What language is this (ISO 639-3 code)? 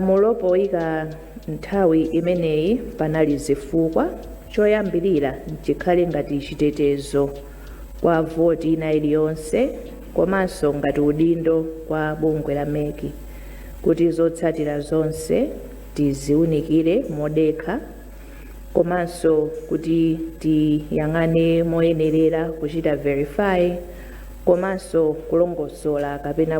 nya